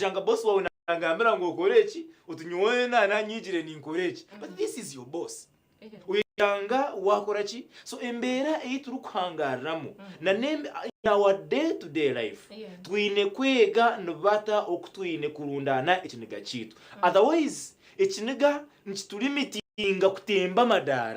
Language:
Nyankole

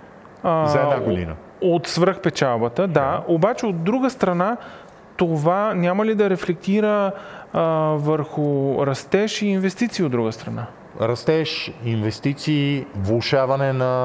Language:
Bulgarian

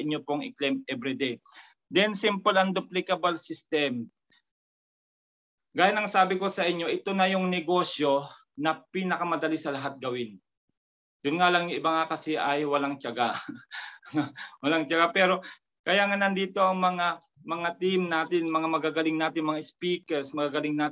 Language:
Filipino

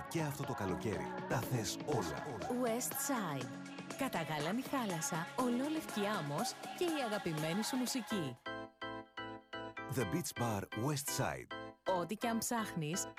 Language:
Greek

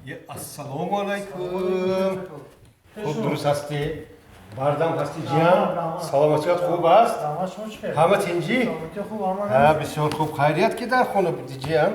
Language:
Tajik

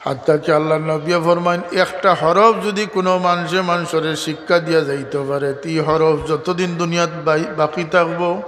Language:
Sylheti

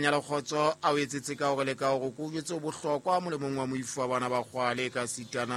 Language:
Southern Sotho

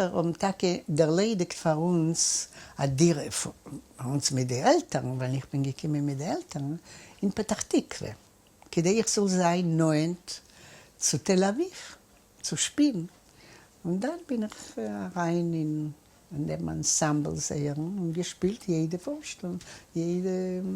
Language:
Yiddish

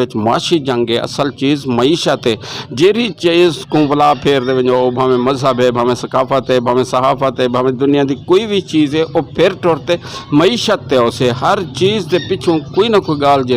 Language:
Saraiki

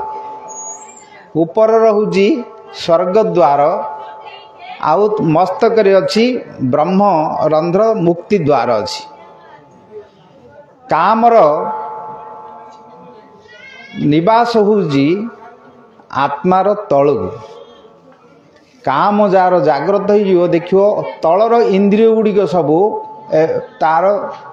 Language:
Odia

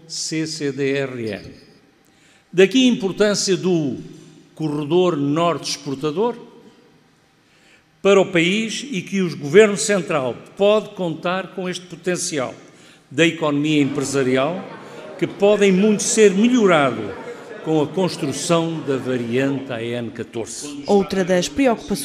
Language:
Portuguese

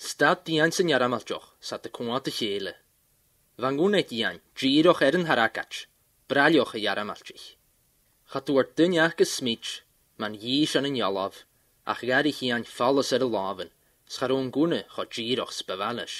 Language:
Scottish Gaelic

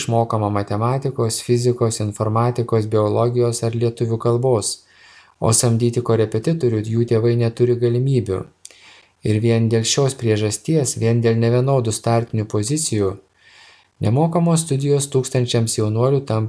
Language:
Lithuanian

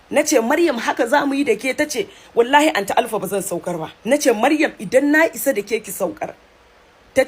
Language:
Hausa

